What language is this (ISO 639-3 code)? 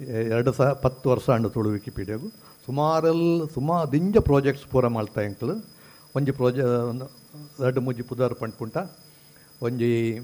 tcy